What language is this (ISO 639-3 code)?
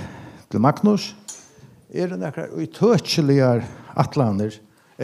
fao